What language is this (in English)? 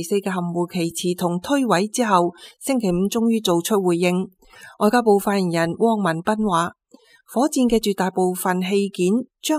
Cantonese